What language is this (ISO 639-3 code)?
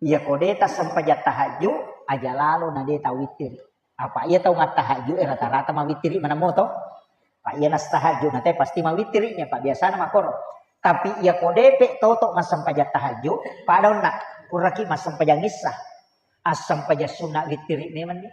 bug